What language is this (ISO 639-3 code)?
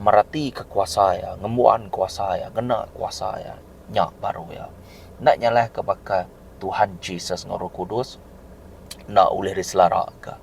iba